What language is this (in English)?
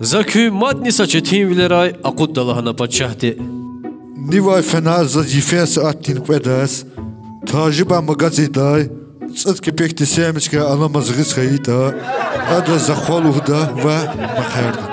Lezghian